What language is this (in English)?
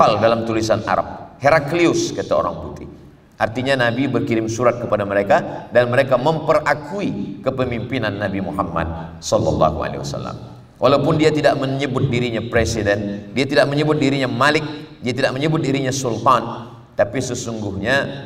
Malay